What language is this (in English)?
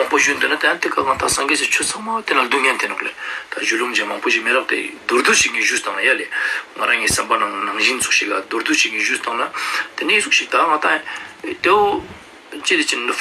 Ladakhi